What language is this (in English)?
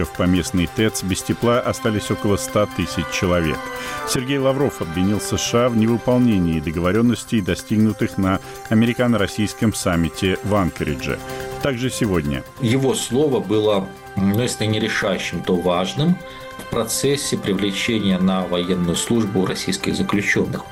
Russian